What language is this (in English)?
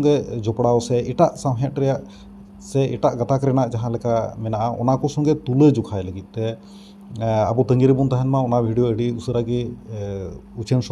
Santali